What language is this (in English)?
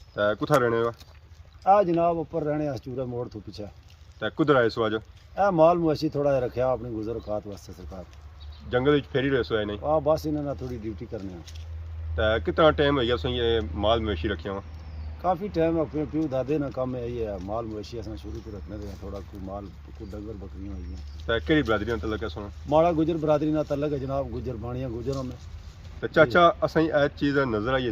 Pahari-Potwari